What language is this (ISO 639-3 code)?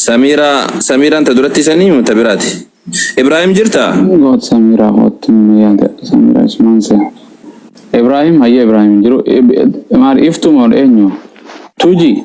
orm